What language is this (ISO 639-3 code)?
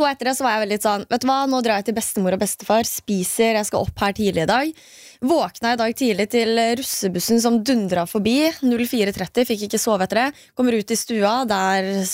nor